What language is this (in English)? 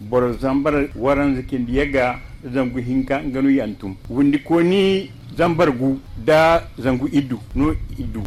Zarma